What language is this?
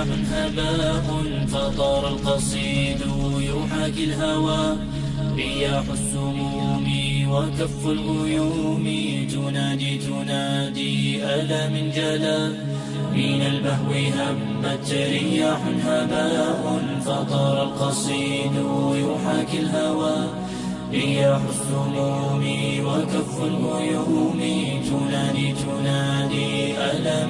Bosnian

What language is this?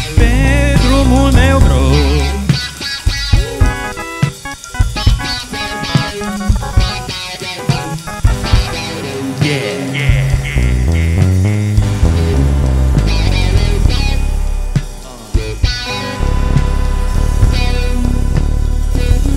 Romanian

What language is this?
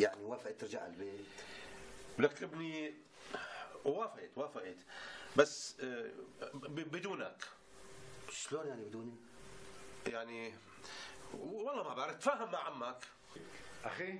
North Levantine Arabic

